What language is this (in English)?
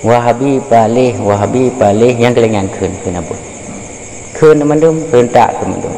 Achinese